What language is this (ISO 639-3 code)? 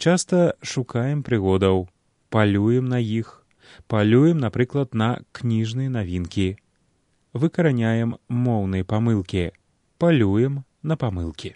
bel